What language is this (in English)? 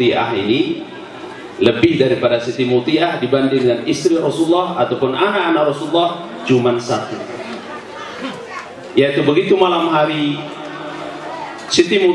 Indonesian